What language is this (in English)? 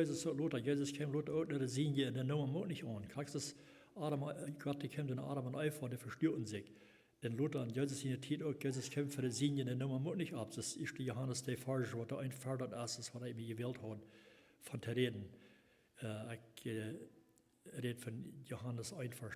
Plautdietsch